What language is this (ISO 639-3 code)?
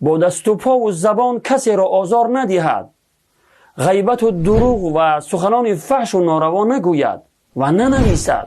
tgk